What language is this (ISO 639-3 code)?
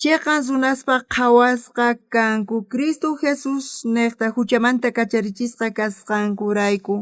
quh